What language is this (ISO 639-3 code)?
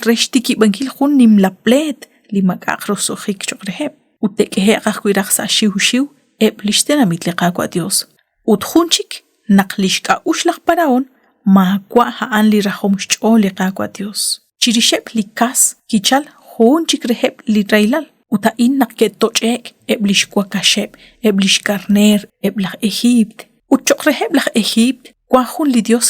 kek